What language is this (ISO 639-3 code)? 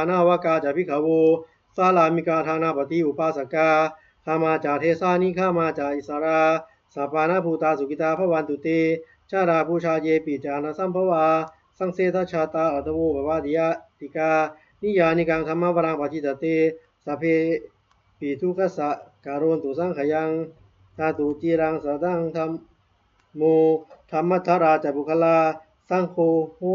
pli